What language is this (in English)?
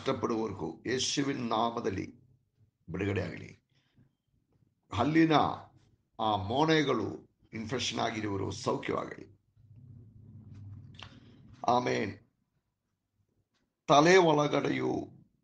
Kannada